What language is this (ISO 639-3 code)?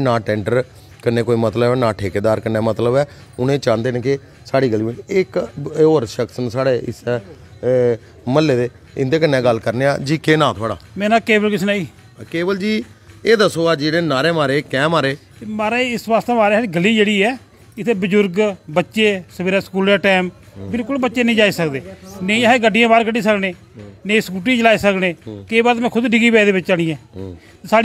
doi